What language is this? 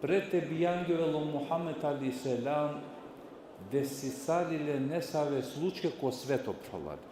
Balkan Romani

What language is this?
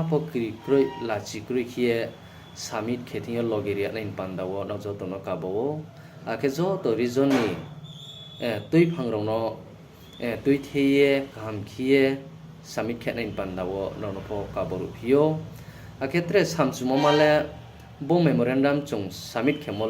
Riang (India)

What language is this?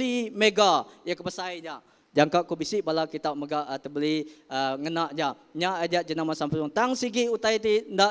Iban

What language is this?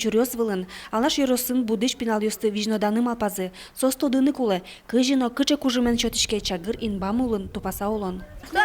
Udmurt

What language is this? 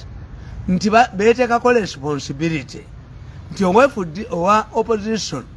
Ganda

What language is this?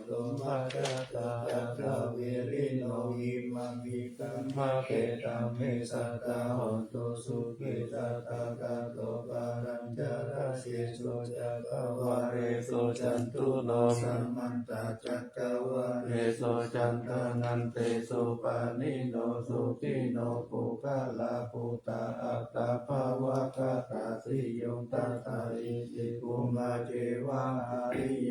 Pali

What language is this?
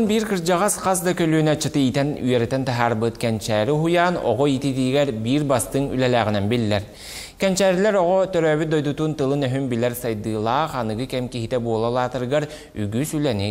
Yakut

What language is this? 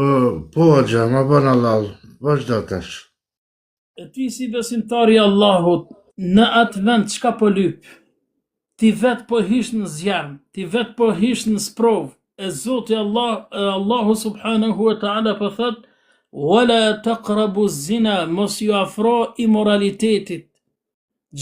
Albanian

